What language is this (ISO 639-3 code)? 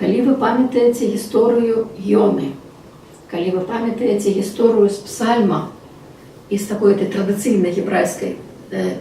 bel